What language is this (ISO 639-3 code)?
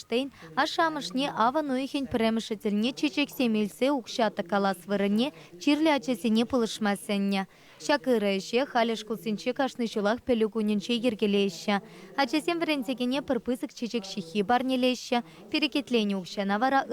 chv